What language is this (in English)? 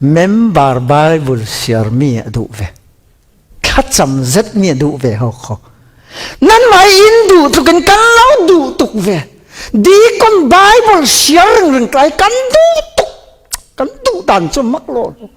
Falam Chin